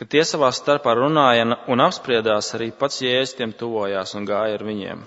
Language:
Latvian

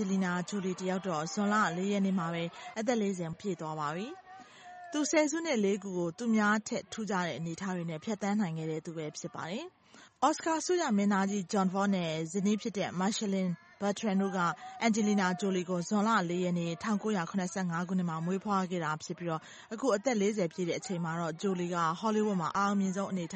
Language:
Burmese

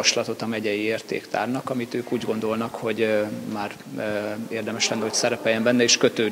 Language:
Hungarian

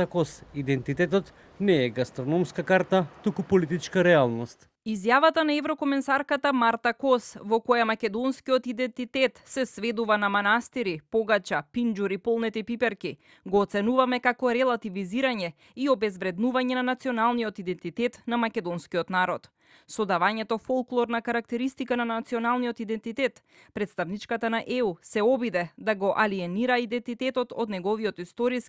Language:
Macedonian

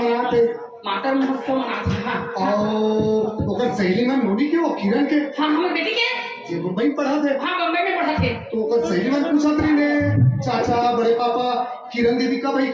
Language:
Chhattisgarhi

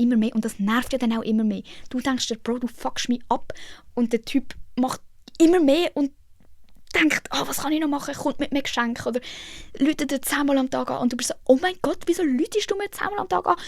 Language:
Swiss German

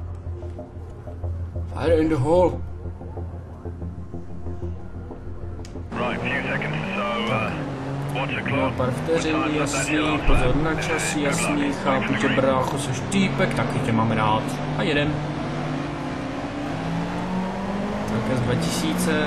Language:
Czech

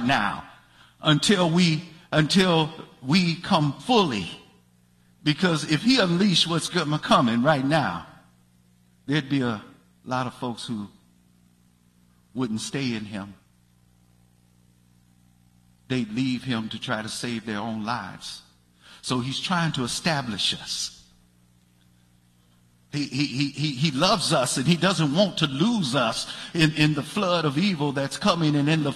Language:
English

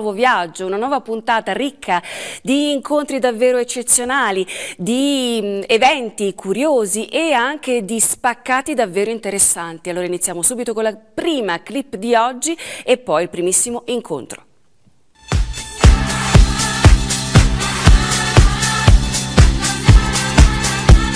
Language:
Italian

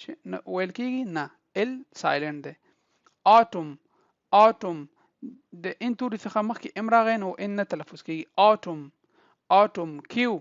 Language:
Pashto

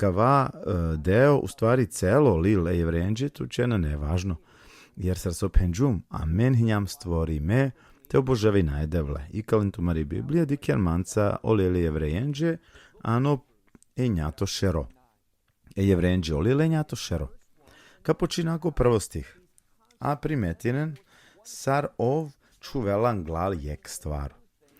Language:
Balkan Romani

